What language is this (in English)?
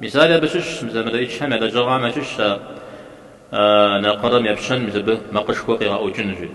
Kabardian